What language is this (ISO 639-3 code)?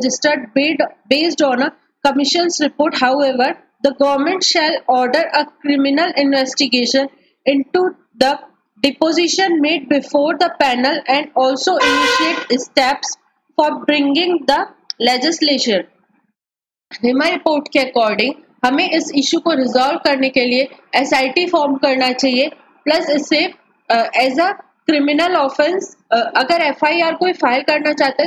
hin